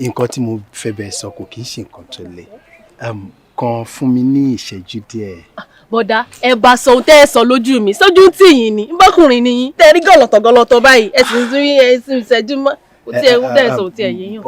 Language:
Yoruba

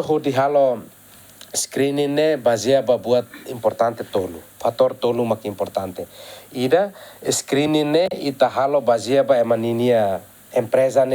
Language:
Tetum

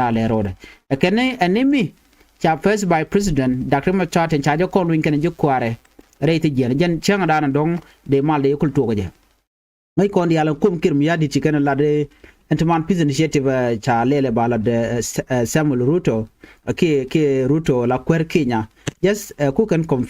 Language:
Nuer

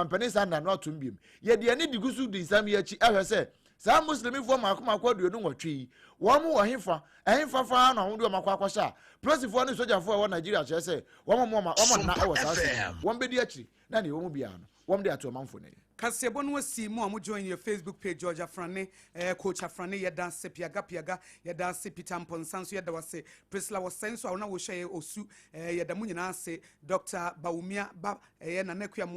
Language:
Akan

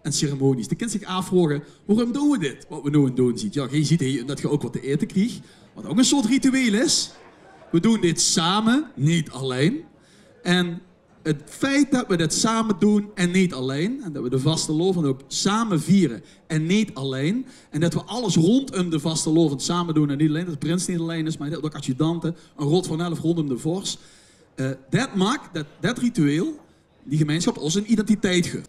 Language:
Limburgish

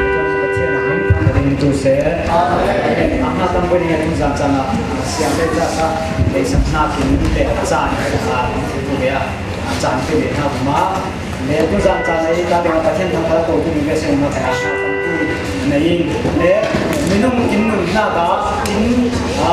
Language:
Falam Chin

